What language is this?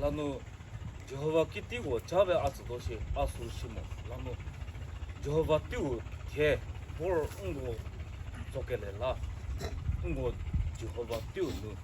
Chokri Naga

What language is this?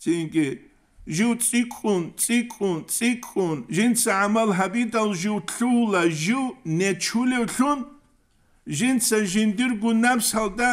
Avaric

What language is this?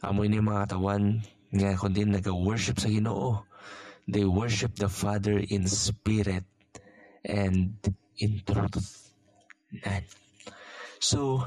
Hiligaynon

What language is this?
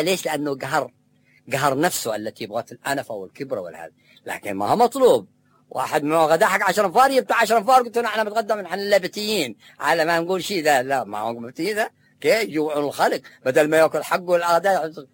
Arabic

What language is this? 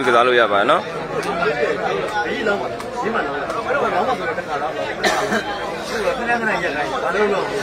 Burmese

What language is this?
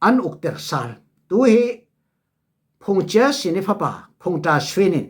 Falam Chin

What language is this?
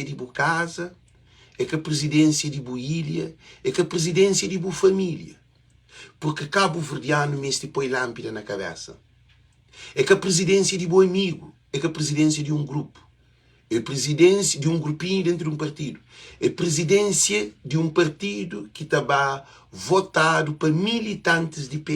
Kabuverdianu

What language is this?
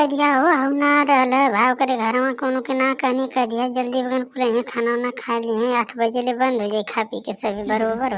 Bhojpuri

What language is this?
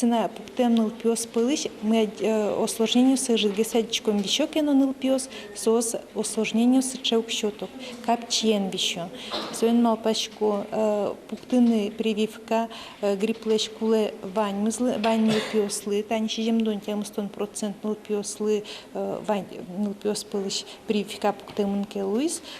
Udmurt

